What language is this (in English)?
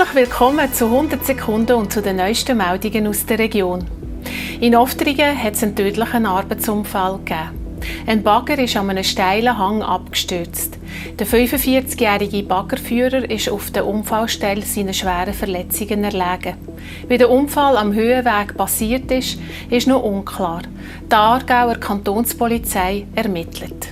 Swiss German